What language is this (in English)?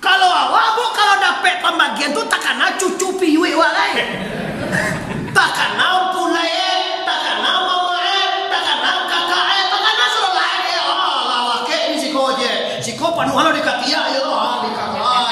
Minangkabau